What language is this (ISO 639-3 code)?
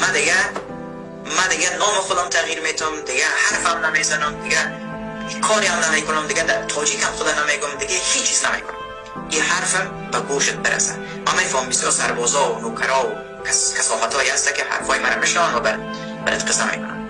tgk